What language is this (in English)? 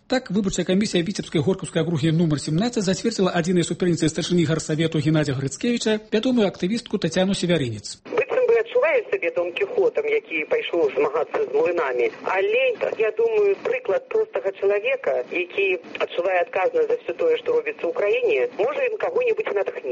Belarusian